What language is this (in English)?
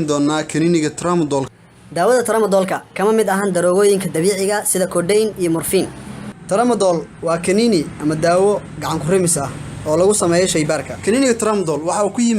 Somali